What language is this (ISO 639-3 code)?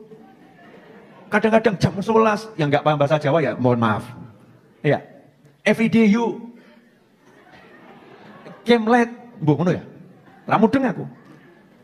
ind